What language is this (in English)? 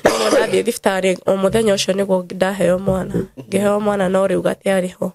Kikuyu